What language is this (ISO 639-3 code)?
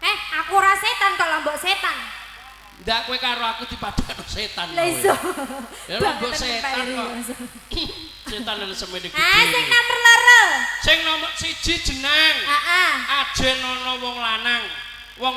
jav